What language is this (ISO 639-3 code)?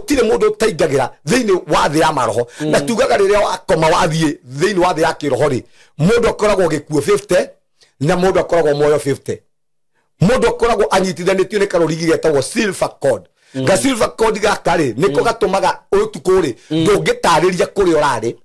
kik